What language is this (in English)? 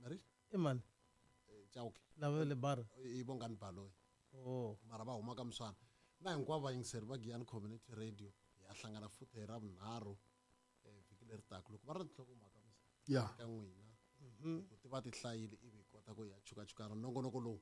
Tsonga